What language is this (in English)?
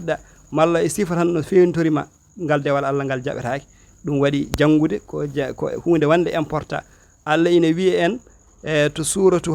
Fula